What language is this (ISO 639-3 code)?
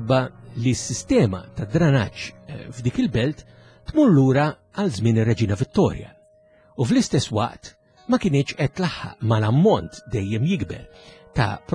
mlt